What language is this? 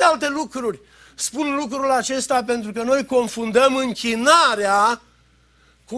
Romanian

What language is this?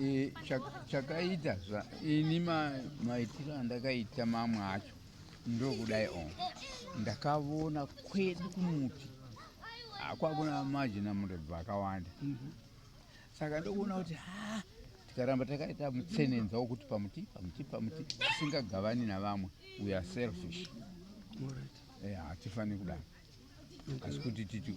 Shona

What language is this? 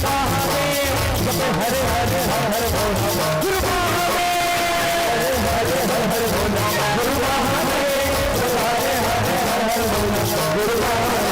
Chhattisgarhi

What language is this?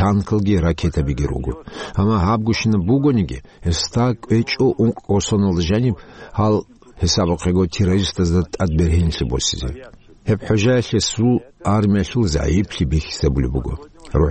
Avaric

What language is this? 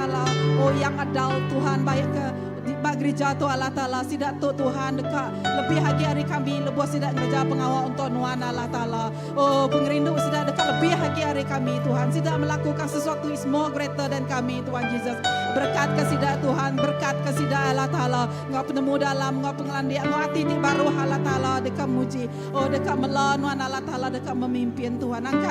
Iban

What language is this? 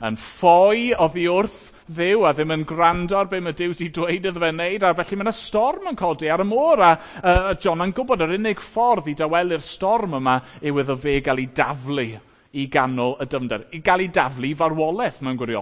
Welsh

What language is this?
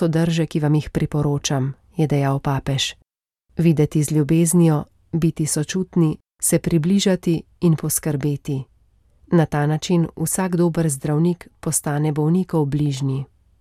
Slovenian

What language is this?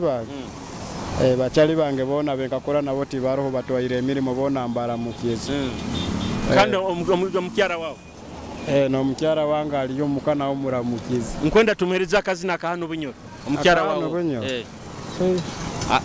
Nyoro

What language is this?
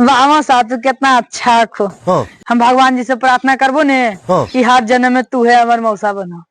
Magahi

